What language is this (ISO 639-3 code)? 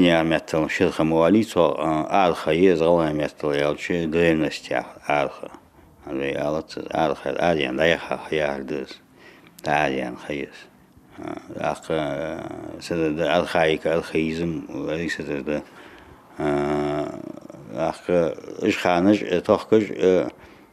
inh